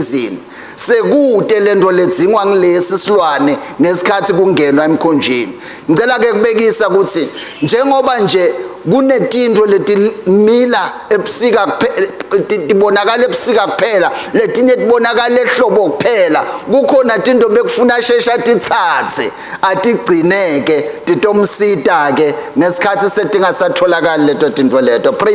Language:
Swati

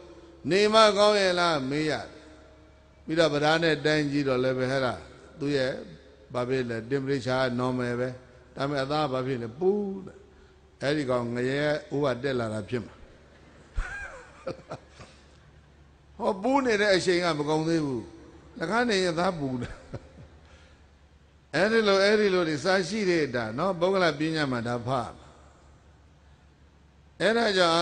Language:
Burmese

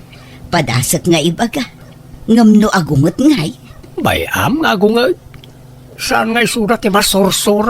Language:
Iloko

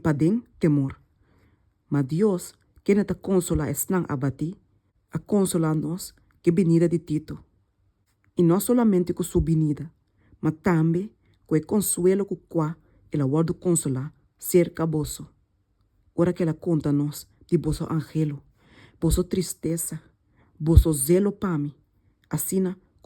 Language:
Papiamento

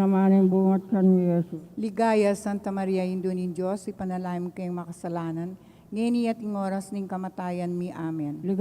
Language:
Pampanga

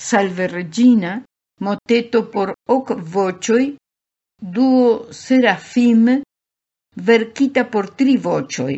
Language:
Esperanto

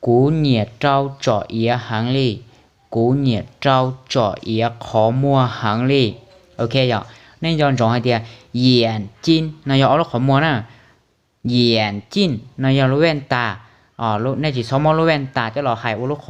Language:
Hmong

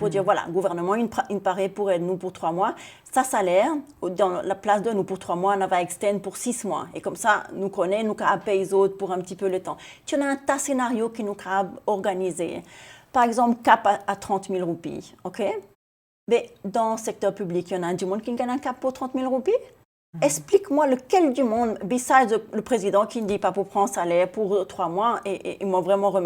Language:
Seselwa Creole French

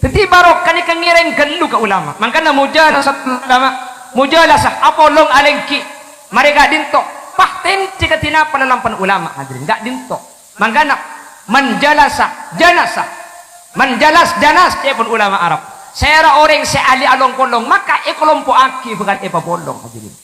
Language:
Madurese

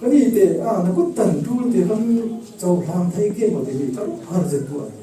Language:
Falam Chin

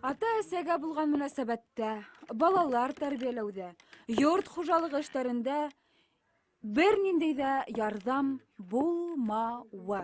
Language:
Bashkir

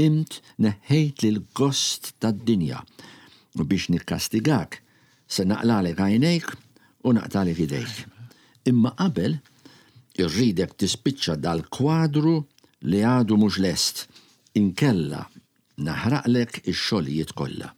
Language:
Maltese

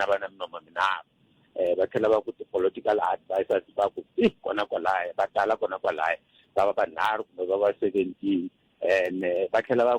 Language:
Tsonga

